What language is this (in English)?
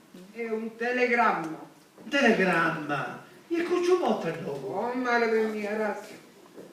Sicilian